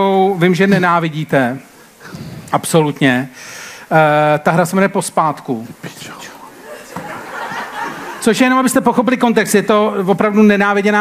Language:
Czech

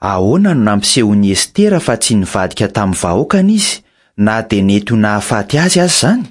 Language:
Malagasy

